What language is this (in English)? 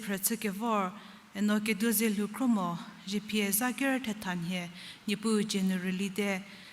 Angami Naga